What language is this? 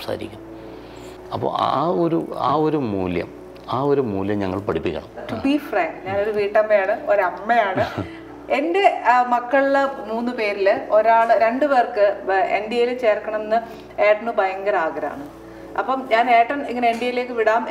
Malayalam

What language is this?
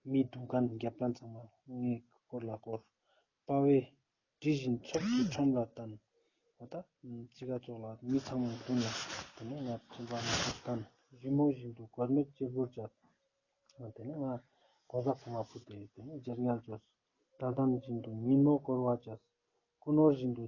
Ladakhi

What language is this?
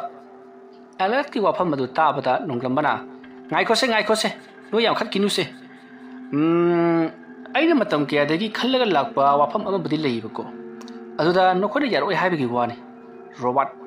Manipuri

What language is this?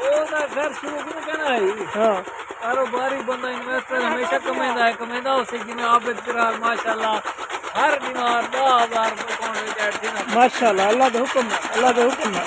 Saraiki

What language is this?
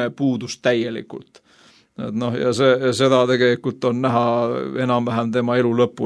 Estonian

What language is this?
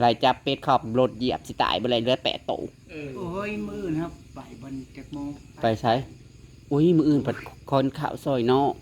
Northeastern Thai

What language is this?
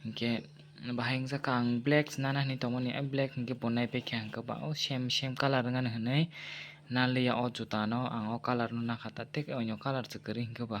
Kok Borok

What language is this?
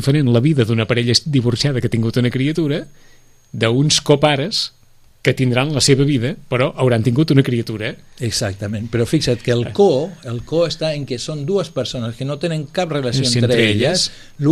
Catalan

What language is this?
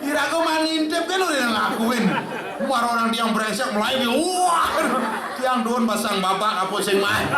Balinese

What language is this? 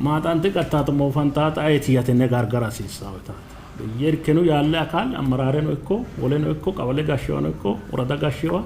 Sidamo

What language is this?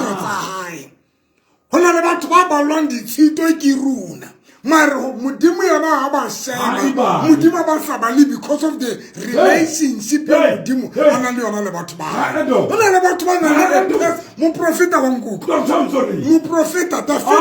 Southern Sotho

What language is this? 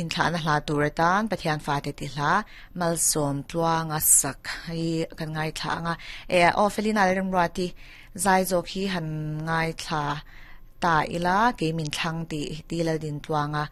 Mizo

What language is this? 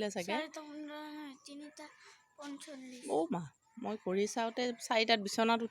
Assamese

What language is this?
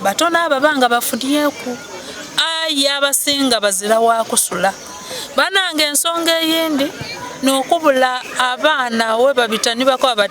Soga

